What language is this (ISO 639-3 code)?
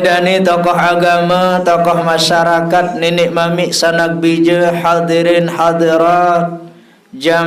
sas